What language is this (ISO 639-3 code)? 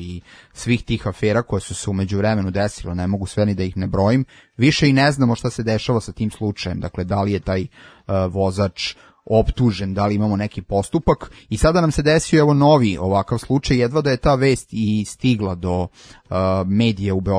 srp